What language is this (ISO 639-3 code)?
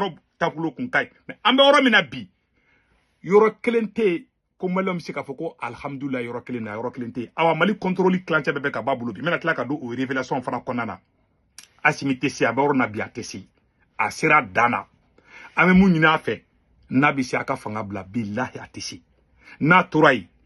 bam